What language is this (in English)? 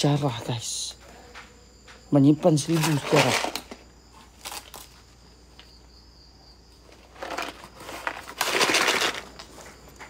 Malay